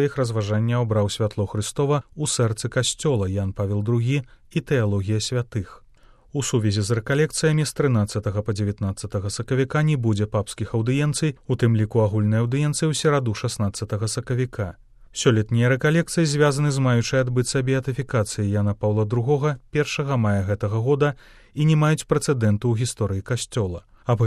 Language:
Belarusian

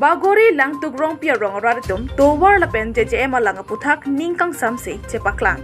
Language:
Karbi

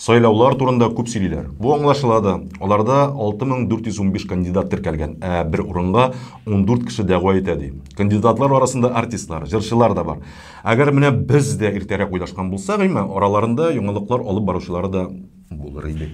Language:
Tatar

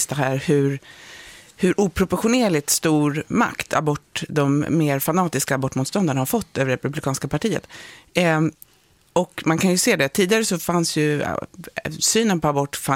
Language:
Swedish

